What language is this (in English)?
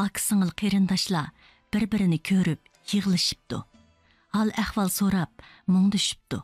Uyghur